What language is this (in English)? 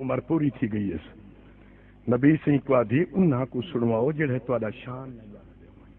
Saraiki